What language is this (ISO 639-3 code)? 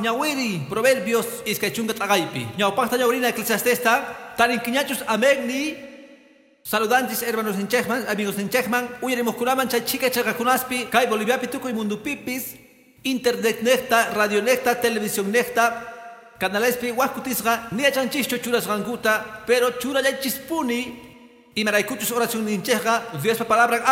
que